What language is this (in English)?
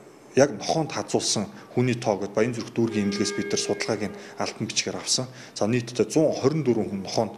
Mongolian